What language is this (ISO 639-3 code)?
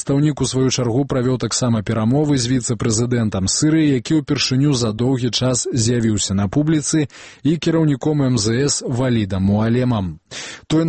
bel